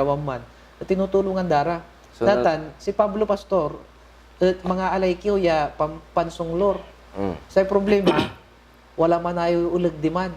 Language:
Pangasinan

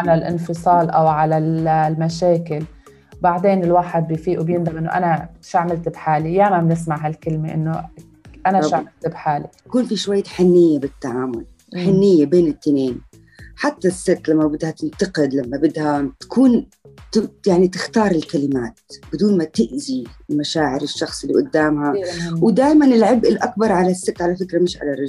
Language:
North Levantine Arabic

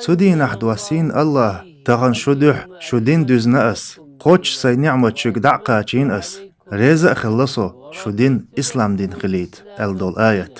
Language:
Chechen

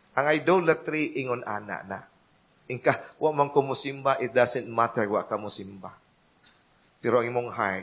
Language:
Cebuano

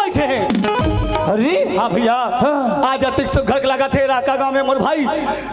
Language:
Chhattisgarhi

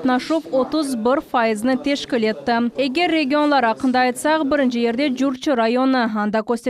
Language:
Crimean Tatar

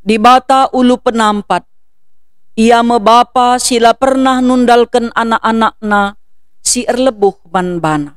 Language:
Batak Karo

